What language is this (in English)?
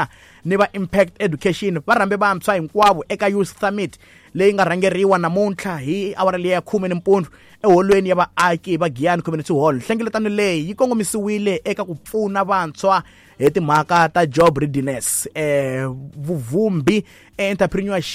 Tsonga